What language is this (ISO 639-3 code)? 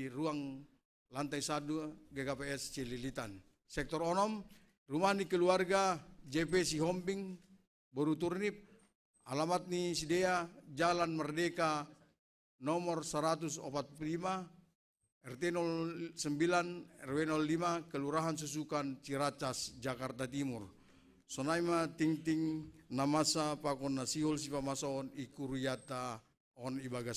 bts